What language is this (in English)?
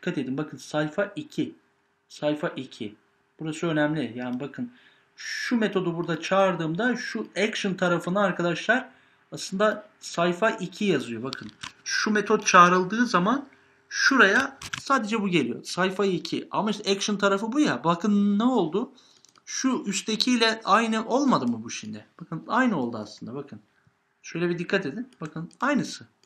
Turkish